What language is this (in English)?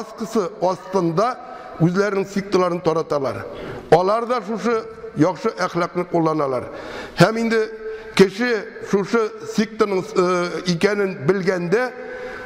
Tatar